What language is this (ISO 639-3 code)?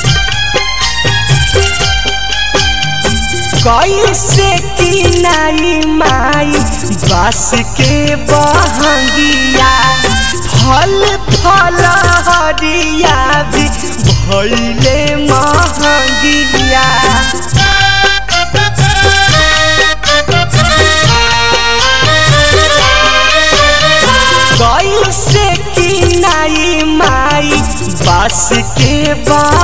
bho